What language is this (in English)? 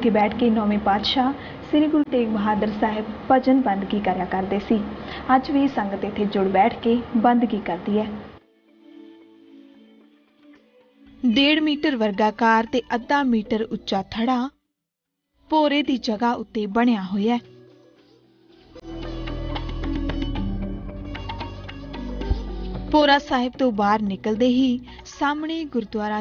Punjabi